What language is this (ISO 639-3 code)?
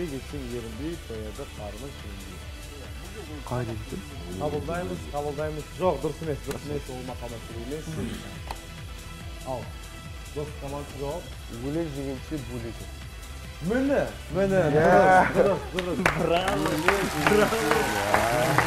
kaz